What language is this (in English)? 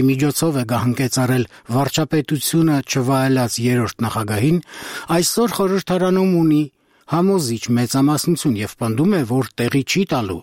Armenian